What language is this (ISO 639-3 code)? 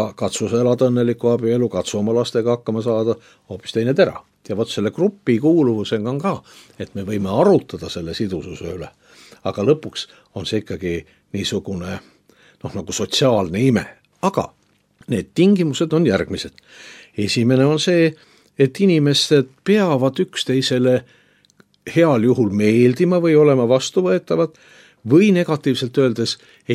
est